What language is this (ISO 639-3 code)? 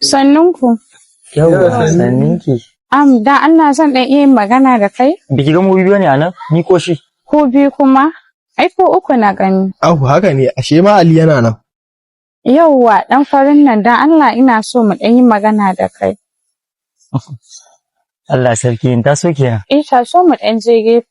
hau